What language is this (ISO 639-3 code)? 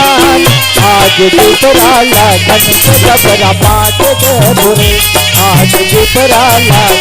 hne